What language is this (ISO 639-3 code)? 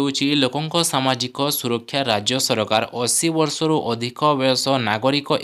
ori